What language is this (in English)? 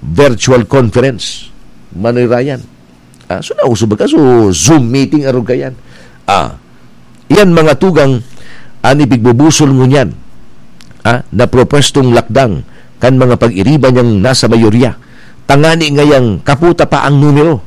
Bikol